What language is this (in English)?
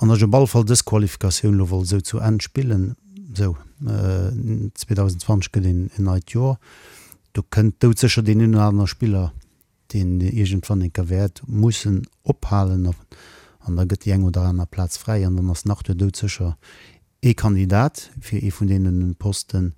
Luxembourgish